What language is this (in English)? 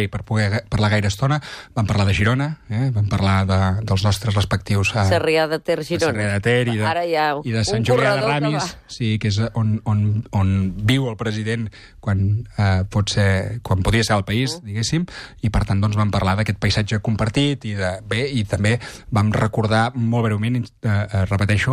Catalan